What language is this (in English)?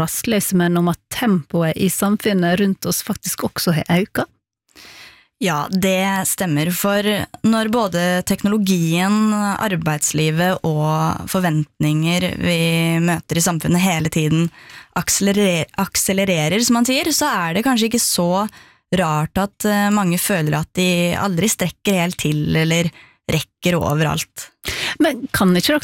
Norwegian